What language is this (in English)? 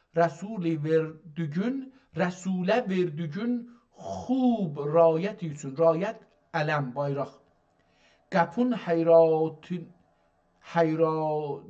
South Azerbaijani